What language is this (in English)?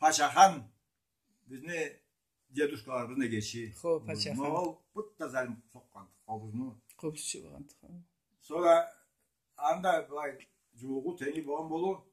Karachay-Balkar